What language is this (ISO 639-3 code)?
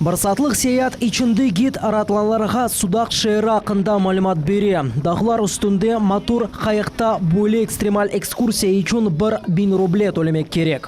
crh